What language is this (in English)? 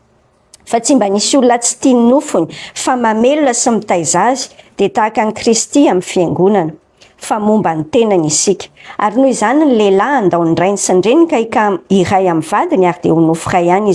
Malagasy